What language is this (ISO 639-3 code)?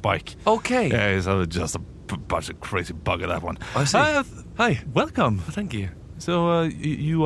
nor